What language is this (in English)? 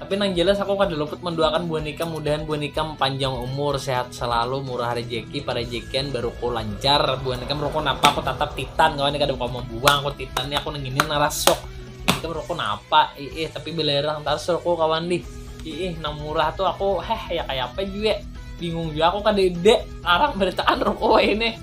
Banjar